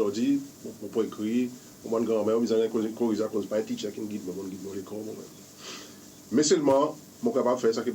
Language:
Seselwa Creole French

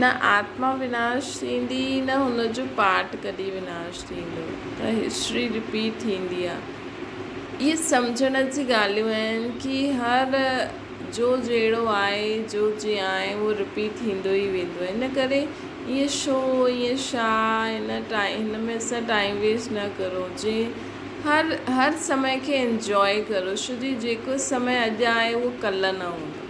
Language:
Sindhi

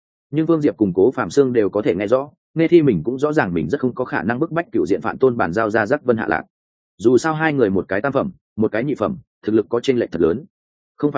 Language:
Vietnamese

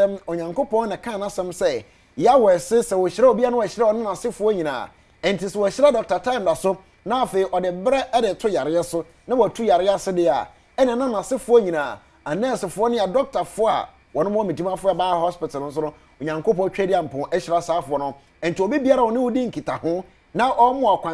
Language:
Akan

